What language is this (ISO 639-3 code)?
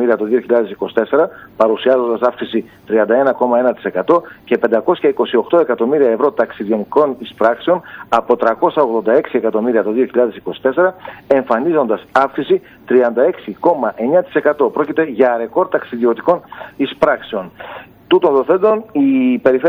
ell